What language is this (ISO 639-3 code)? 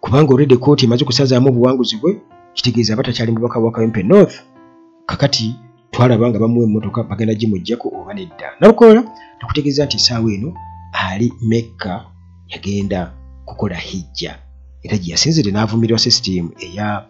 lug